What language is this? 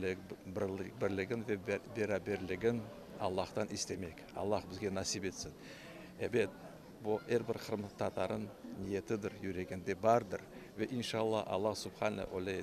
Crimean Tatar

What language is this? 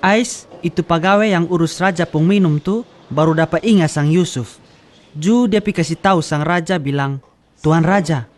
Kupang Malay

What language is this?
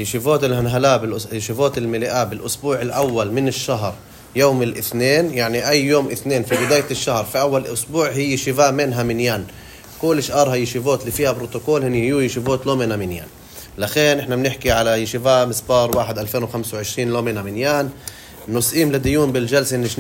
North Levantine Arabic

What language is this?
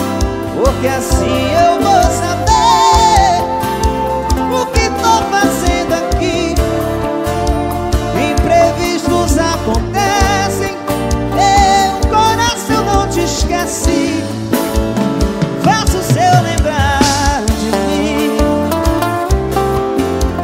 Portuguese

